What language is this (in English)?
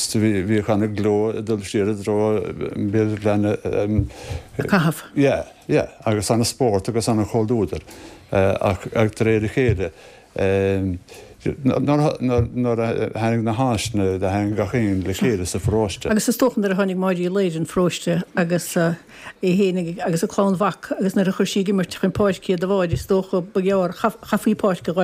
Irish